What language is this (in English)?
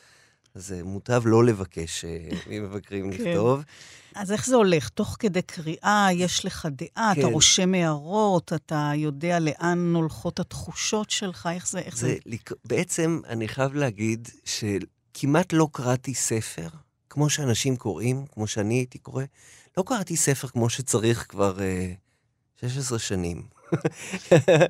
Hebrew